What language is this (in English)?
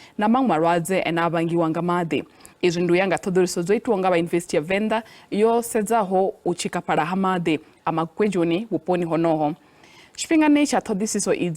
Venda